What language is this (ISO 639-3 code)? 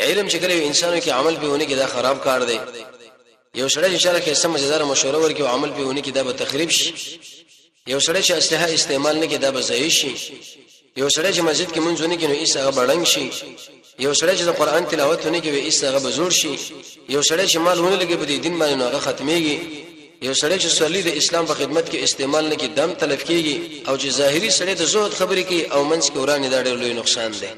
pus